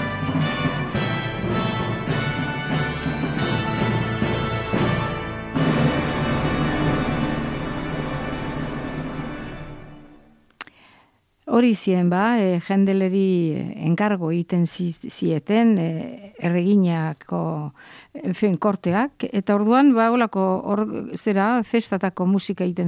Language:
Basque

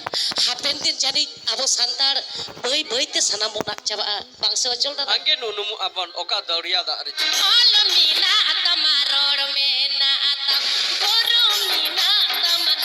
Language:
Santali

